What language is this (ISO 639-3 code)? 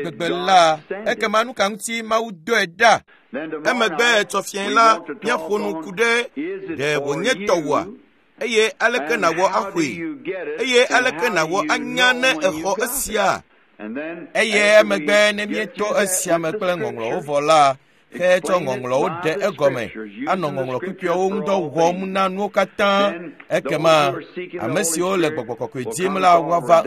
ewe